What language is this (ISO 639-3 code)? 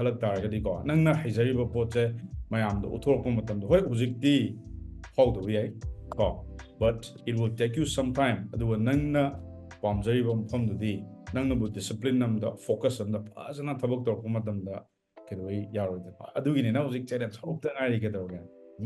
mni